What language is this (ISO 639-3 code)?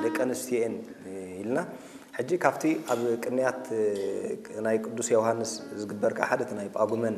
tir